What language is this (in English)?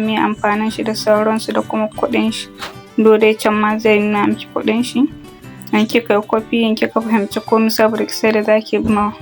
Hausa